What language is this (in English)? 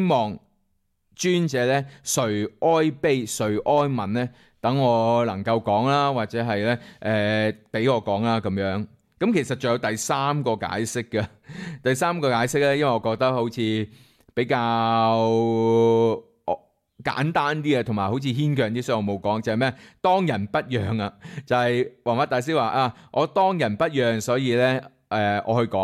Cantonese